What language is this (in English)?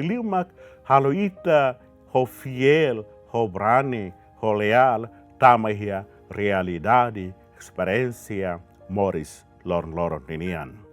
Tetum